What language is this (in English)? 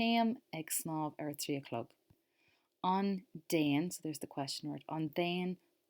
Irish